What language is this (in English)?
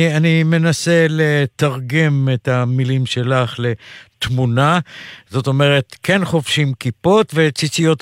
Hebrew